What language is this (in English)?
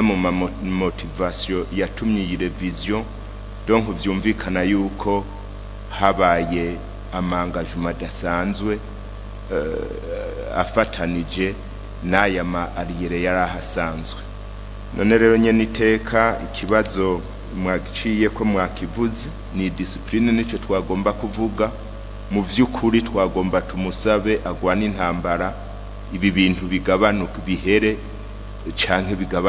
Rundi